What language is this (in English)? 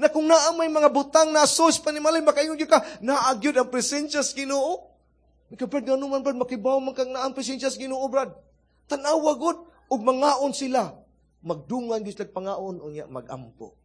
Cebuano